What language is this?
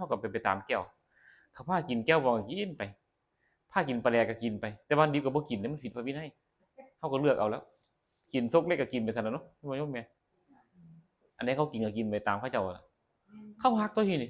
Northeastern Thai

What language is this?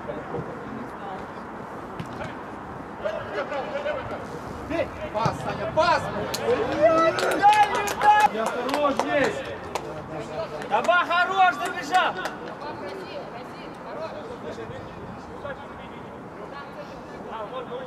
Russian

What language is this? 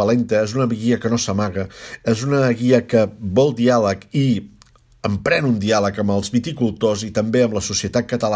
Catalan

